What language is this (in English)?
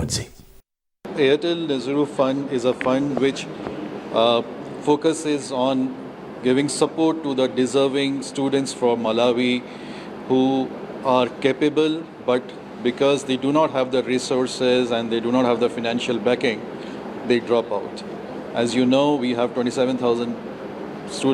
English